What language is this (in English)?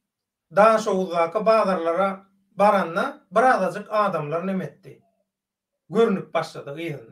Turkmen